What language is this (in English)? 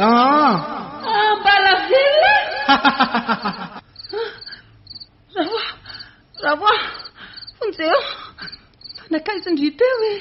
Malagasy